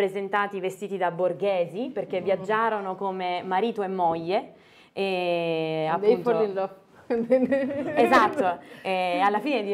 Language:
Italian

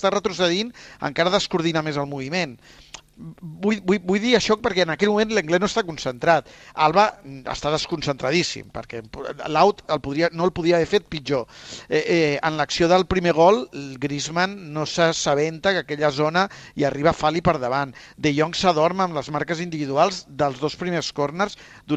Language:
Catalan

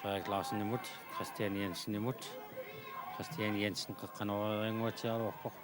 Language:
Kalaallisut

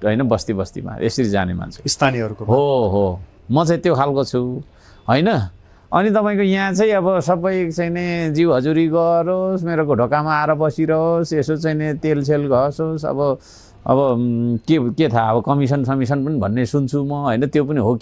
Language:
Nepali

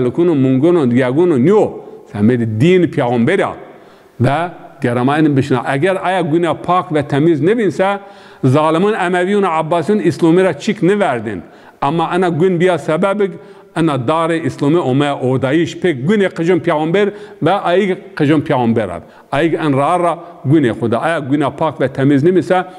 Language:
Zaza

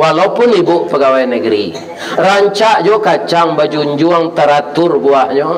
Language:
Minangkabau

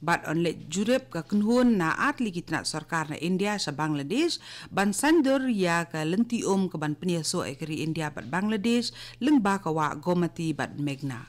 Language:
Khasi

